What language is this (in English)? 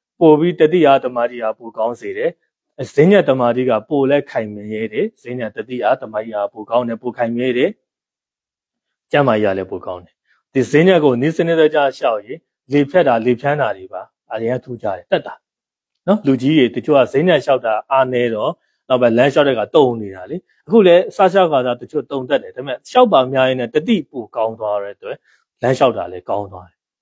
Burmese